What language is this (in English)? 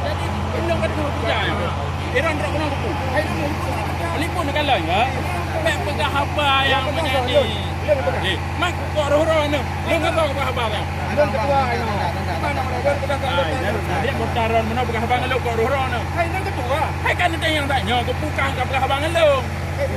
Achinese